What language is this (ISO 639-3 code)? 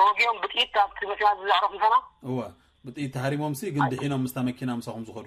tir